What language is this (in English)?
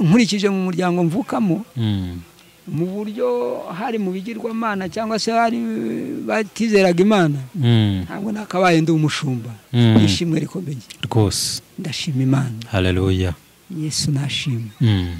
Kinyarwanda